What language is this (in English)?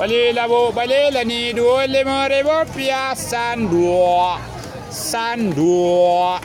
Minangkabau